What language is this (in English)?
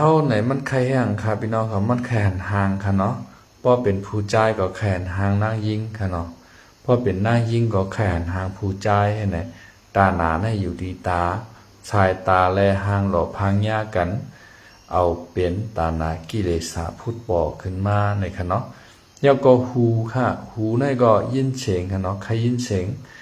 Shan